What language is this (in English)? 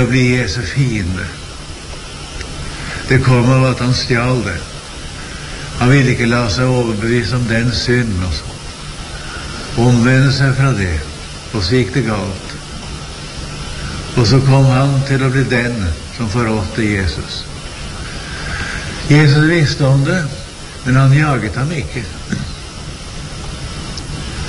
Norwegian